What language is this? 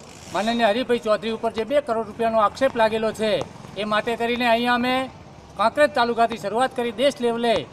Gujarati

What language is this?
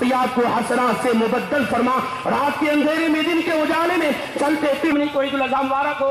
Urdu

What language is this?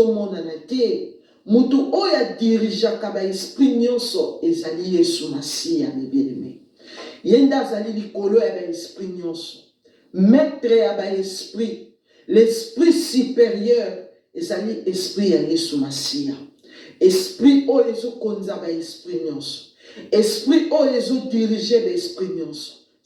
Lingala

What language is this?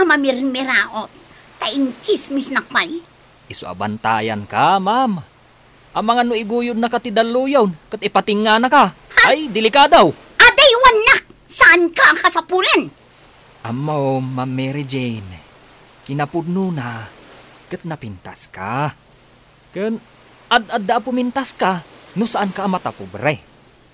Iloko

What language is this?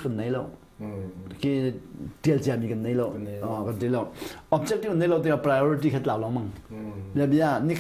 Hakha Chin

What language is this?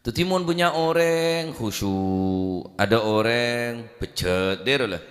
Madurese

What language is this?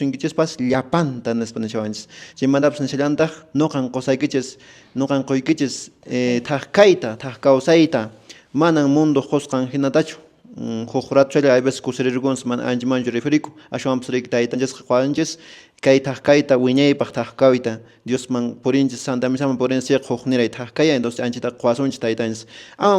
Quechua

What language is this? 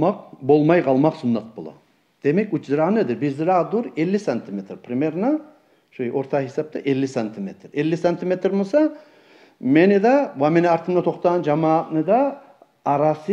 Kumyk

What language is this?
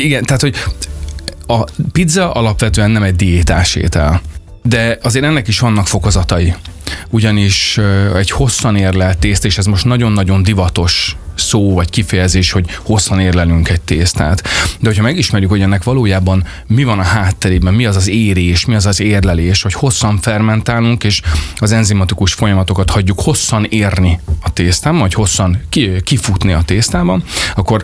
Hungarian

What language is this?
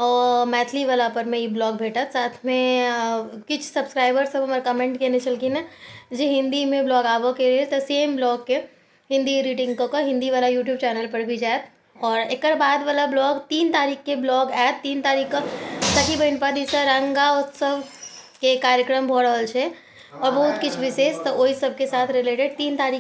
Maithili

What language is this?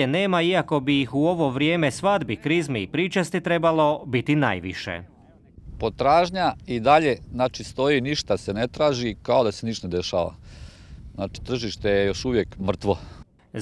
Croatian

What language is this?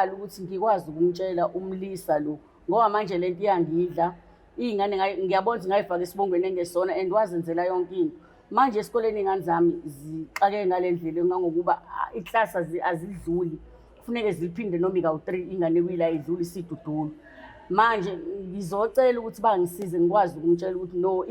Zulu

